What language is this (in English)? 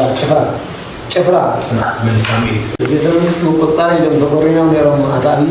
Tigrinya